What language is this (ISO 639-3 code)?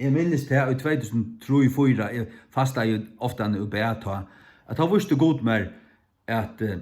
fao